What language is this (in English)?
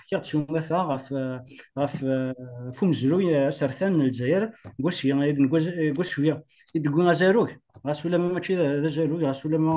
Kabyle